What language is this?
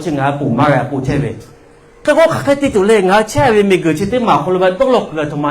Lahu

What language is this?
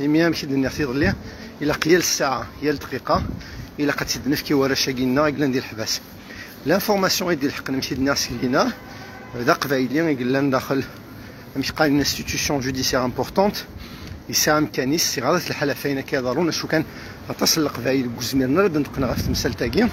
Kabyle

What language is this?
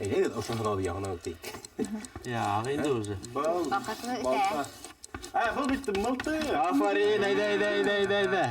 Bashkir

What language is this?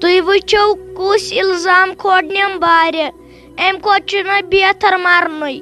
Kashmiri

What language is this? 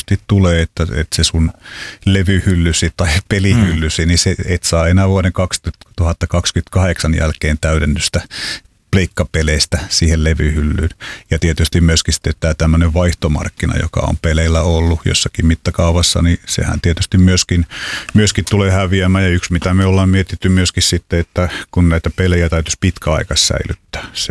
Finnish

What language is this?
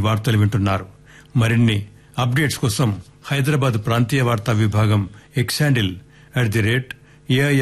Telugu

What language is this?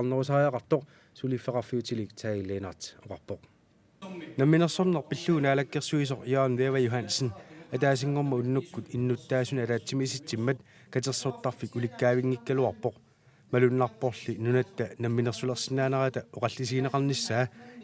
Kalaallisut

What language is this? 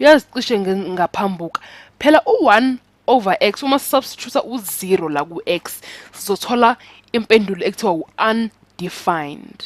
Zulu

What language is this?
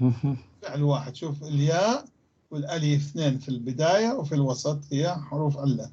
North Levantine Arabic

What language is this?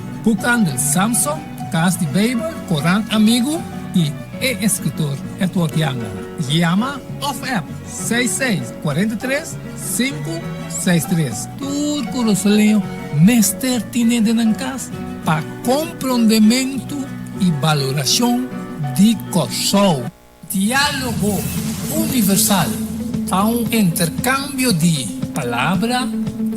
Papiamento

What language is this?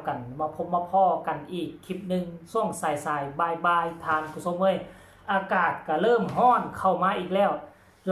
Lao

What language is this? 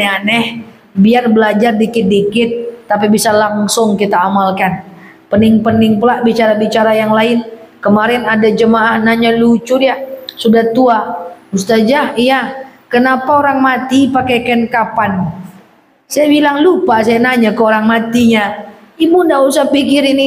Indonesian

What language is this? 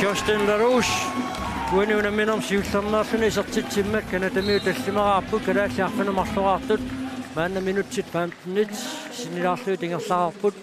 Kalaallisut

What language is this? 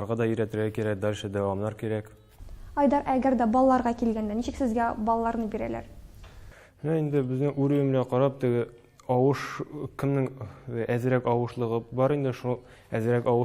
Tatar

